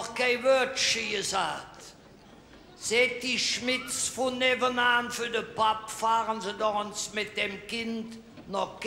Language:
Colognian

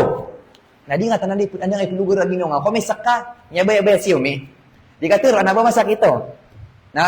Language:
Maranao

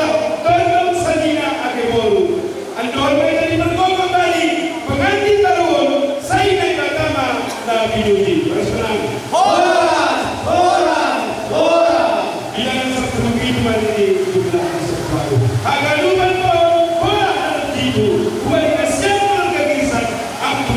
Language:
Batak Simalungun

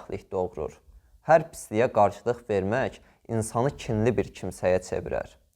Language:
Azerbaijani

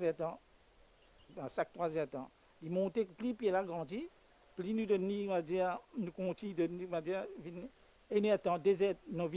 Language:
Morisyen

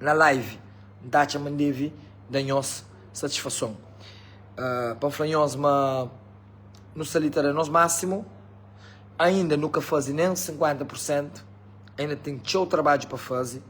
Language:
Kabuverdianu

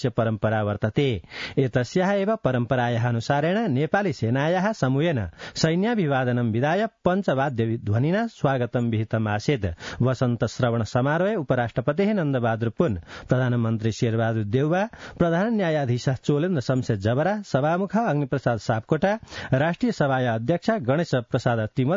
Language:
Sanskrit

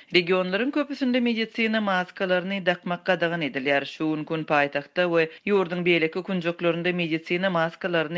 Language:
Turkmen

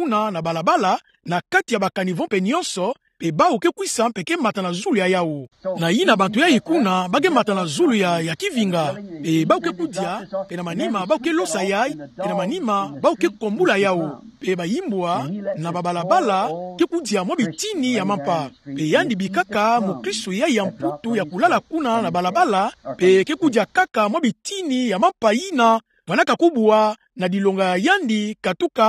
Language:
Kituba (Democratic Republic of Congo)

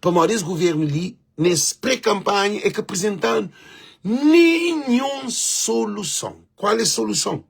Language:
Kabuverdianu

